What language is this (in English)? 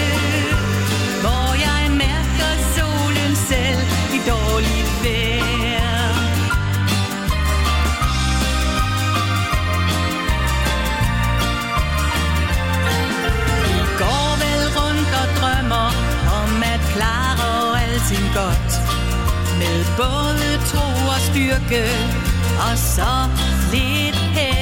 Danish